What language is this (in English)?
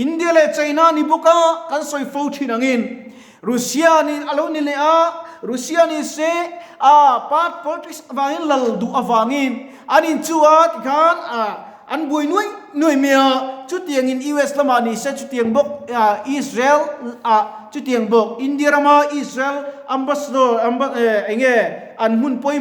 Mizo